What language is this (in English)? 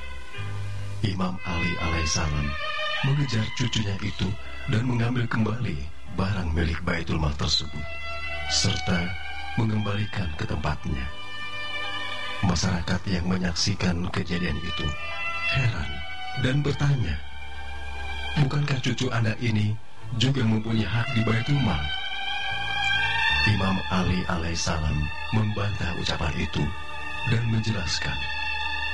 Indonesian